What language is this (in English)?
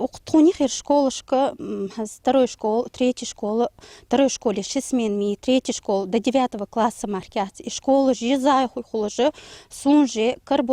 Ingush